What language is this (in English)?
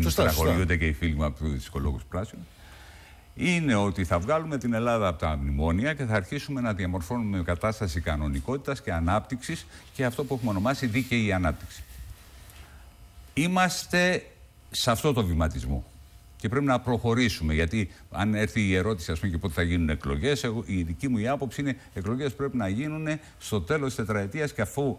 Greek